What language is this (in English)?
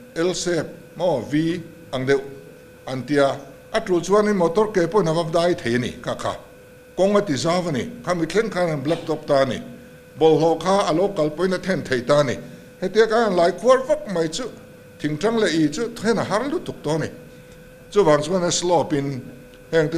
Mizo